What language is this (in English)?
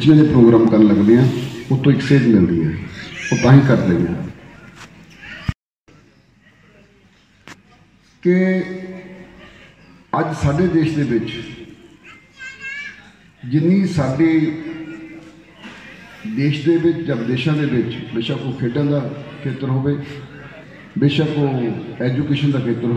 Punjabi